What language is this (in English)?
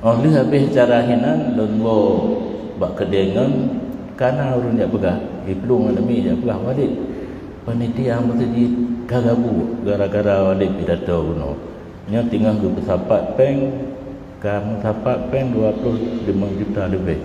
Achinese